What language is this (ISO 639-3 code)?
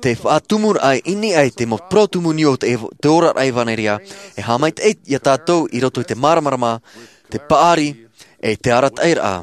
tah